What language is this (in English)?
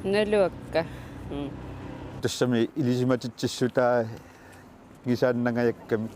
Kalaallisut